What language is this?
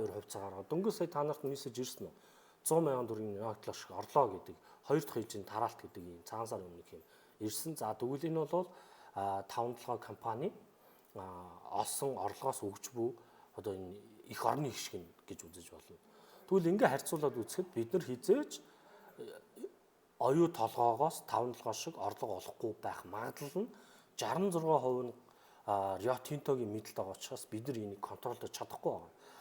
Mongolian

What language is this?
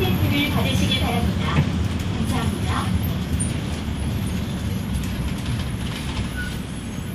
Korean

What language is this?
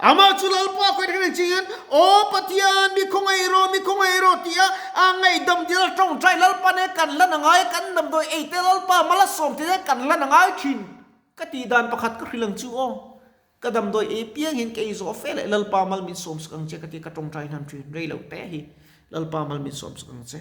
Mizo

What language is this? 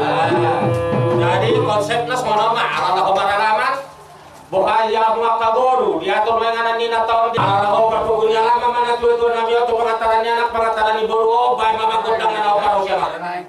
Batak Toba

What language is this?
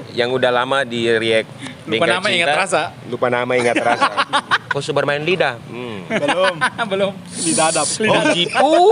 Ambonese Malay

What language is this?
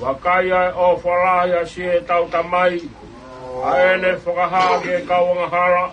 Tongan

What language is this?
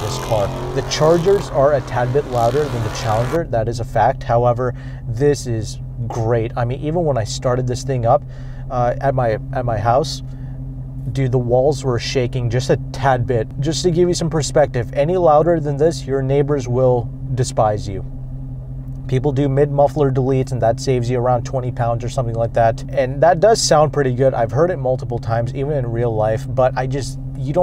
English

